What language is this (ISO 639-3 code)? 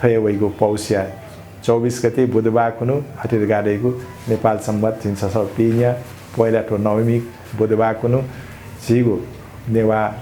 new